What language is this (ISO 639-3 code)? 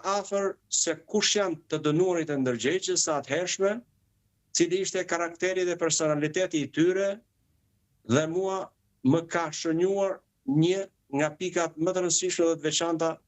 sqi